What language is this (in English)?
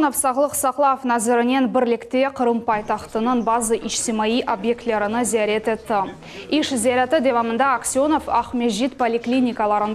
Crimean Tatar